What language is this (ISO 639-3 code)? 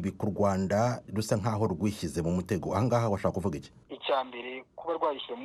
kin